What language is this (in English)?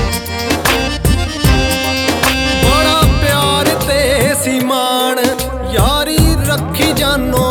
Punjabi